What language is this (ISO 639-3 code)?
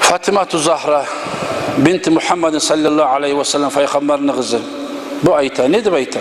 kum